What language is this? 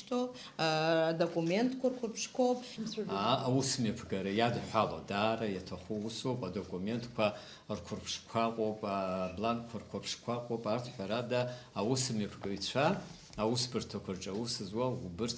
Abkhazian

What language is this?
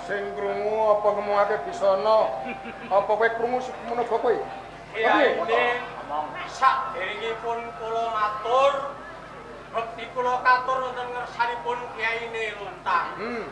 Javanese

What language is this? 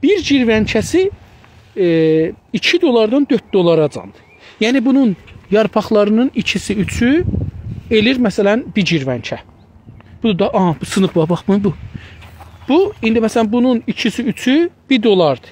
South Azerbaijani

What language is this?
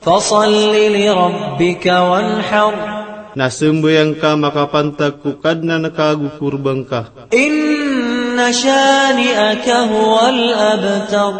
Maranao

